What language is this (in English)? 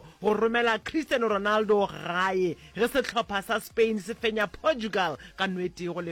Northern Sotho